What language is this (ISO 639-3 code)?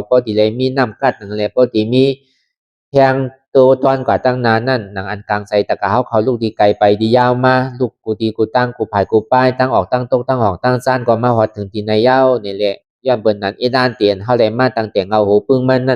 shn